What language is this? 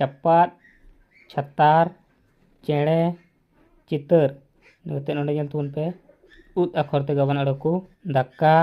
Santali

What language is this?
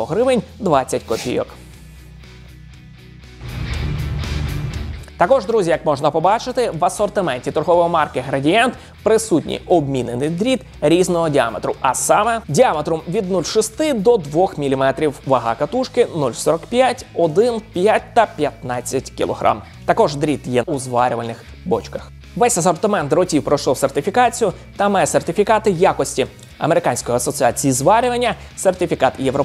Ukrainian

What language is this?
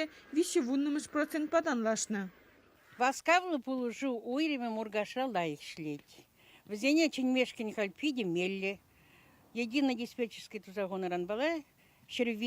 Chuvash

